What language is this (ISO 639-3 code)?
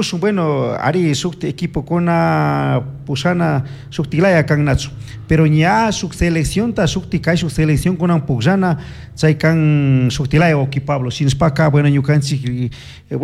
qug